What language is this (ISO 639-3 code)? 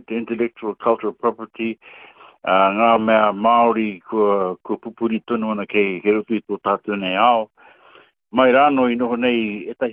mri